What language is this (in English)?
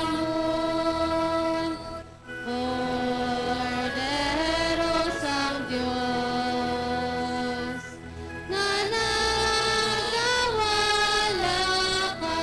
Hiligaynon